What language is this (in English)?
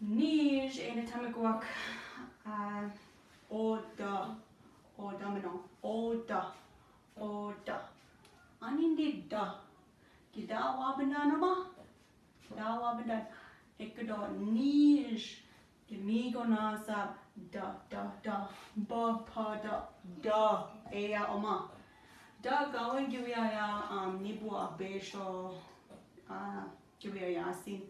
Chippewa